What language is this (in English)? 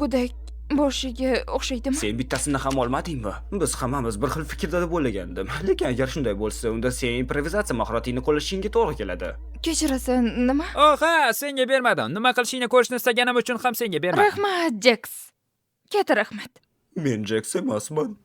Uzbek